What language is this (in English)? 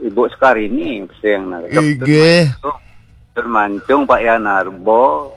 Balinese